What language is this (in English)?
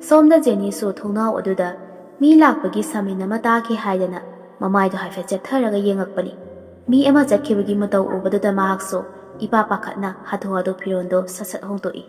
Manipuri